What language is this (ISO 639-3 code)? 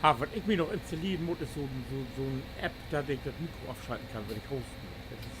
nds